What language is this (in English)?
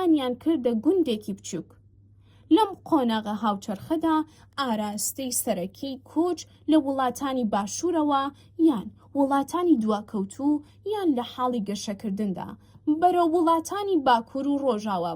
Central Kurdish